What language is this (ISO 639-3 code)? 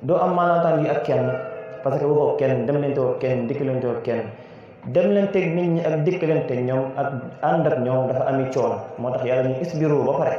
wol